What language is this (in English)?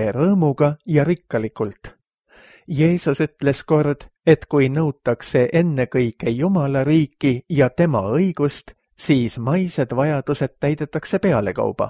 Estonian